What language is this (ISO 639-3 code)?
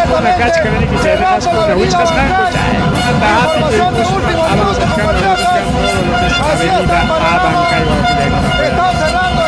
quy